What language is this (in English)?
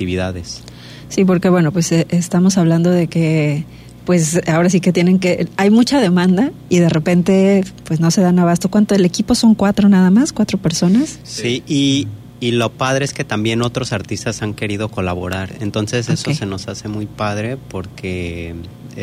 Spanish